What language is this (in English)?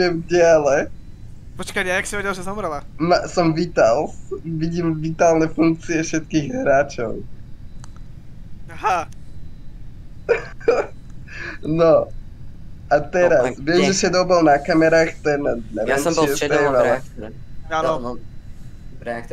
Slovak